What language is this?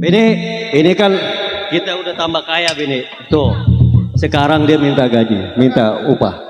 Betawi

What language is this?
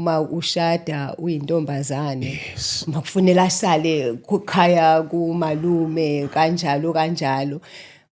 Zulu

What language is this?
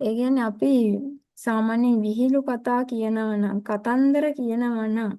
Sinhala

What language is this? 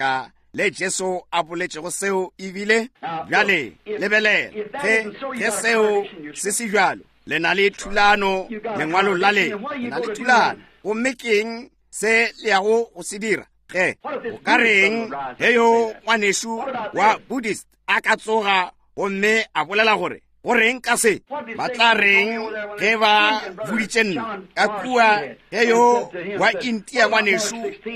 Northern Sotho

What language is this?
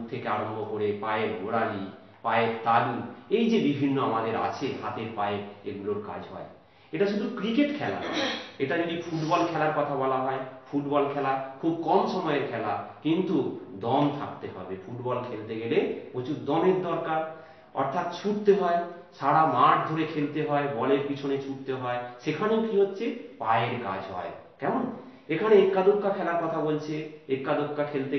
Bangla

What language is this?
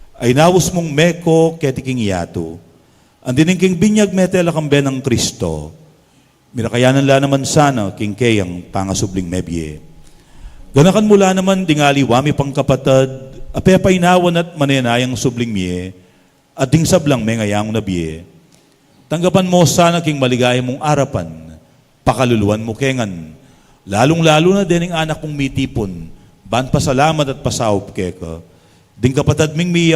Pampanga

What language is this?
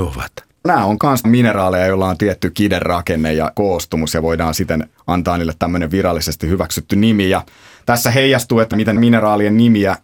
Finnish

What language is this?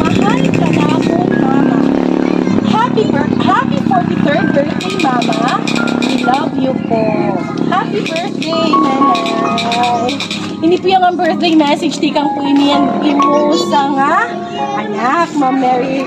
Waray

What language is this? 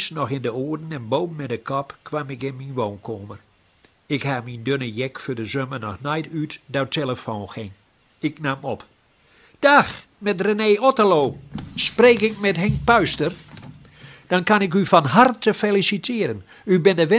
Gronings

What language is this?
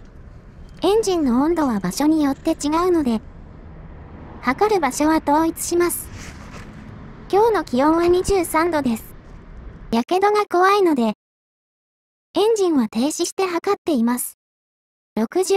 Japanese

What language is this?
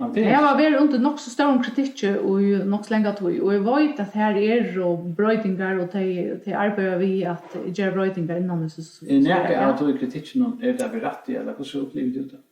Faroese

